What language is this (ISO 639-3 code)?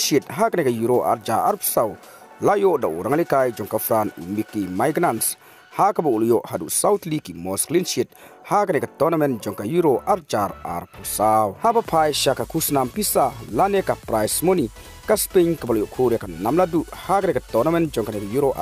kha